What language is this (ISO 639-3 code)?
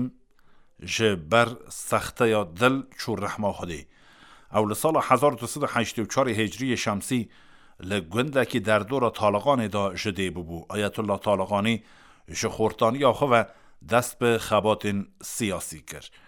kur